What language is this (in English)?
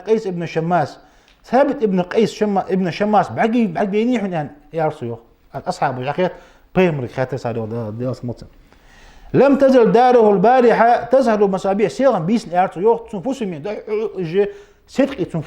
Ingush